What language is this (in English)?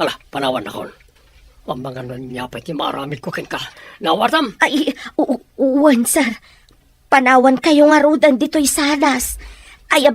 Iloko